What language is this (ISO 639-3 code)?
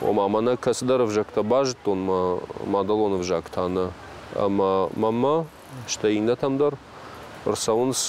oss